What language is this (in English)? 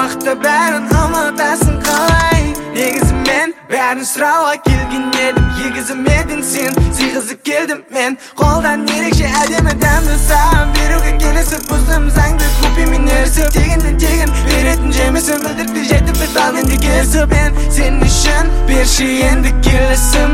Kazakh